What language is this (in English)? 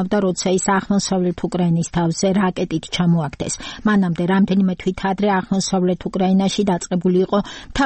Georgian